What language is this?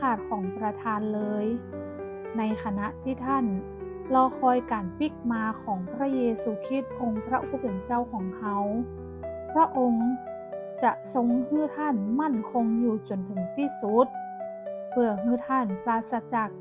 Northern Thai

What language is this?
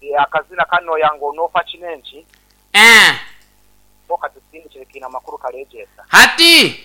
Nyoro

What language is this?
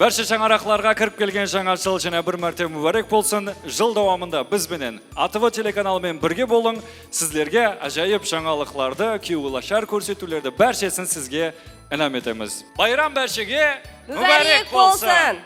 Kara-Kalpak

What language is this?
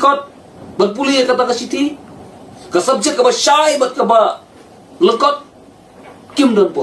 Khasi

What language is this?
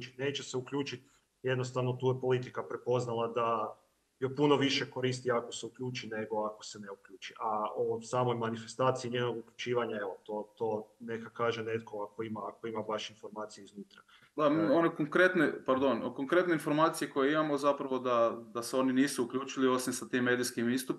Croatian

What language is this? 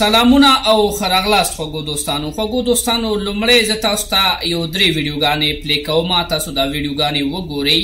Pashto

